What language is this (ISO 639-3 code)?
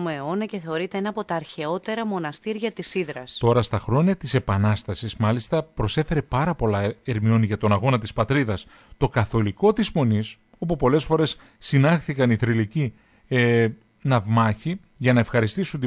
ell